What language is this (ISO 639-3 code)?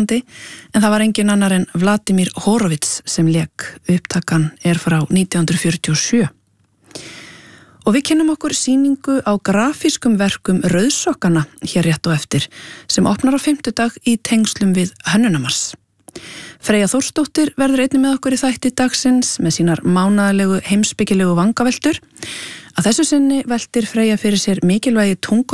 isl